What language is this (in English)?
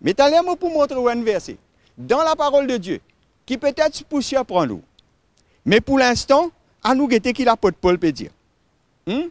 Morisyen